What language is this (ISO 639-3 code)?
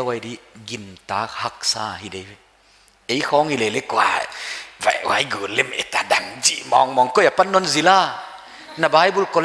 pck